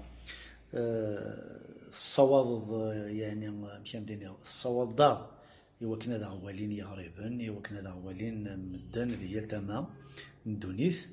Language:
Kabyle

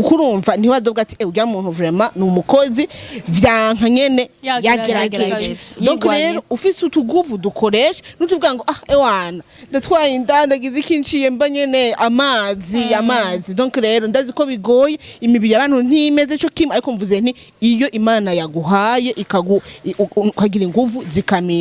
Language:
Rundi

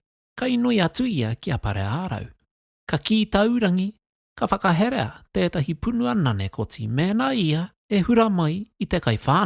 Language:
Māori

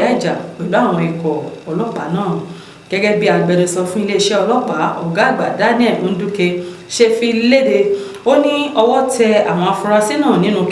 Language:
Yoruba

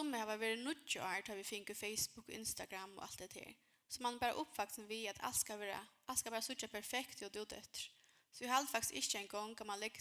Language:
Faroese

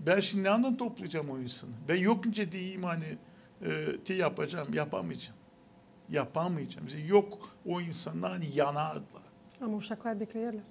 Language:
Gagauz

